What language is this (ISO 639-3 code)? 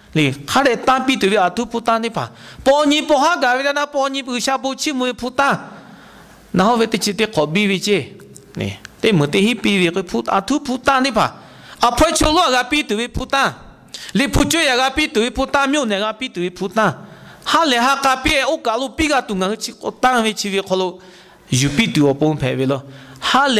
lhu